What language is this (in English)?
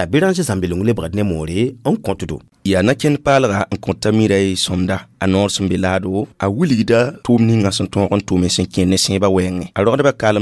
Mossi